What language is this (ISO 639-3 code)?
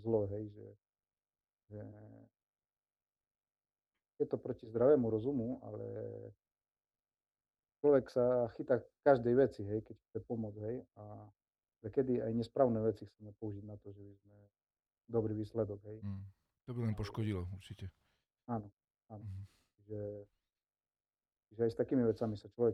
slk